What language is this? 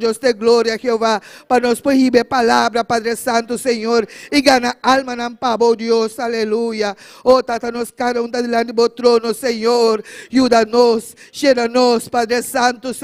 Papiamento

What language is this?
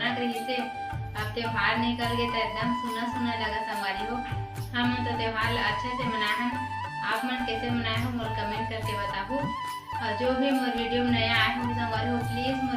Chhattisgarhi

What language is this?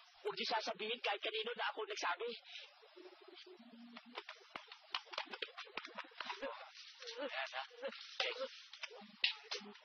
Filipino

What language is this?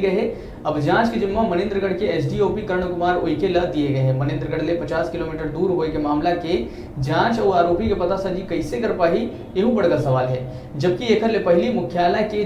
Chhattisgarhi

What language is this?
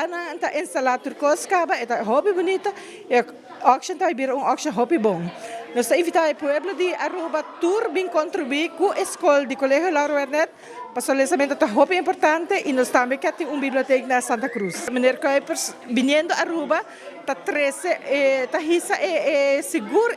Papiamento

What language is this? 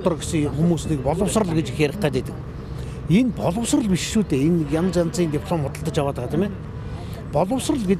Mongolian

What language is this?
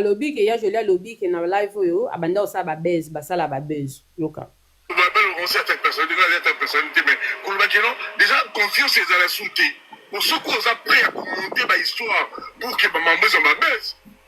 Lingala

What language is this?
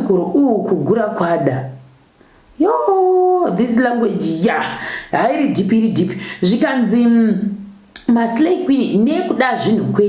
Shona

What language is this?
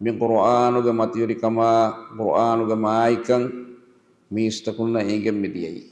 Divehi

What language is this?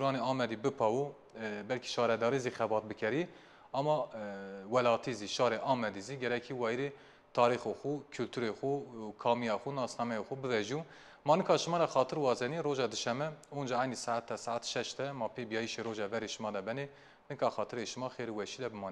Zaza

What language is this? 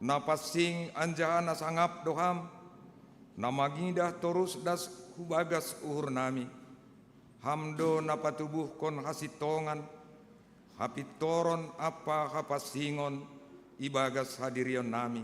Batak Simalungun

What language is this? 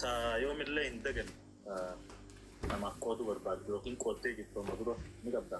Oromo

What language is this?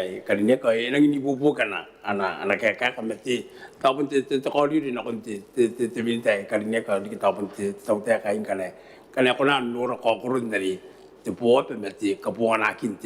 Gilbertese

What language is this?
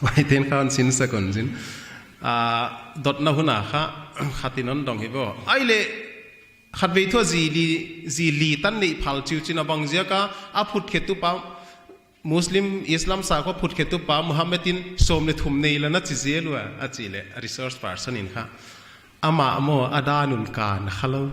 Paite Chin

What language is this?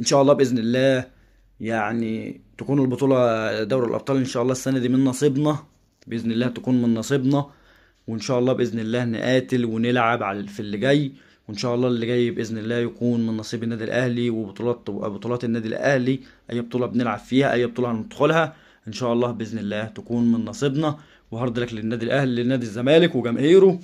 Egyptian Arabic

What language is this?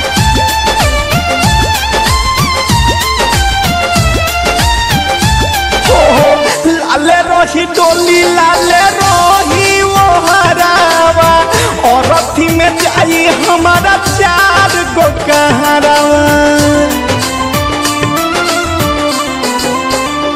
Bhojpuri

